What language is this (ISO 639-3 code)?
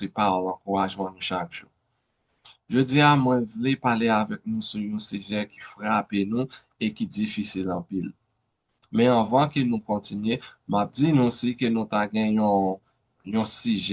hat